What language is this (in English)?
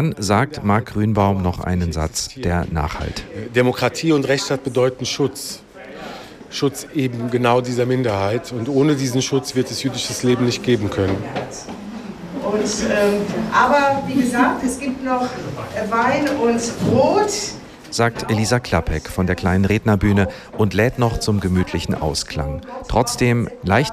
German